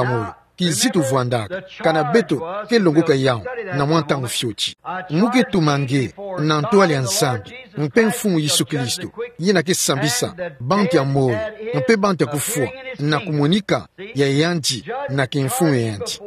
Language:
Kituba (Democratic Republic of Congo)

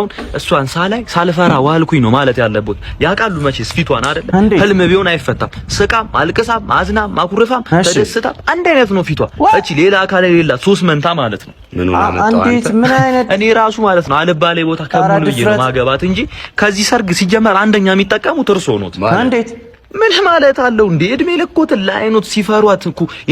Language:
Amharic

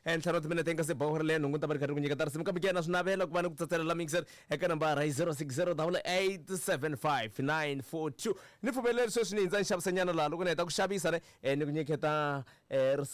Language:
Tsonga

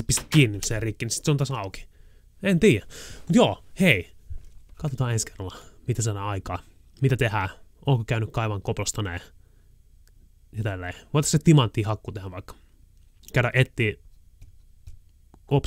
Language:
Finnish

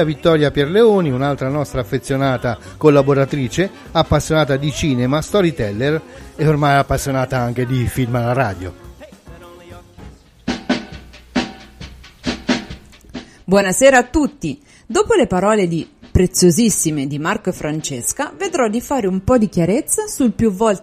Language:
Italian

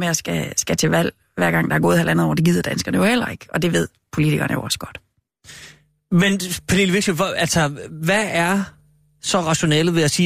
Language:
Danish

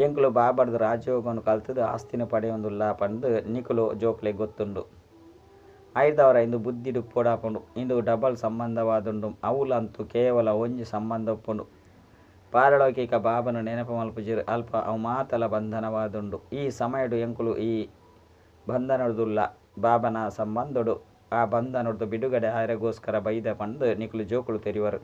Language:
Tulu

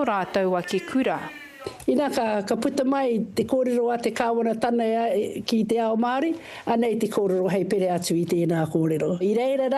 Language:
Māori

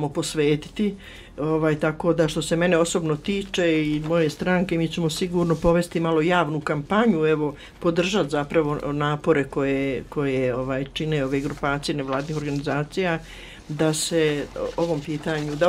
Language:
Bosnian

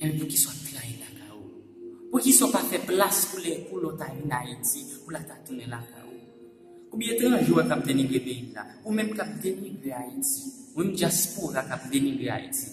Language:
Haitian Creole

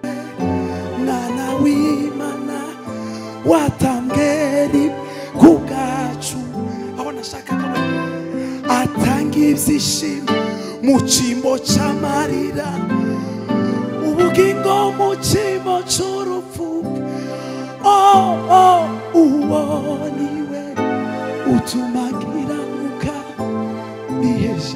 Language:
Kinyarwanda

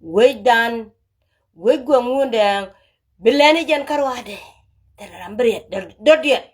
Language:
Nuer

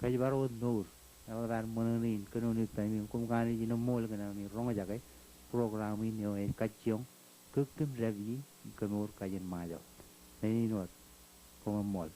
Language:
Marshallese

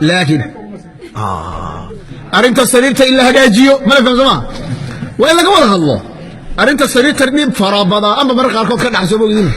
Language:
Somali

